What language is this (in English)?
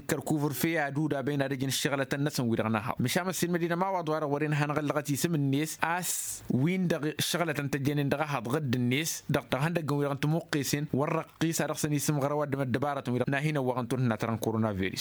Tamasheq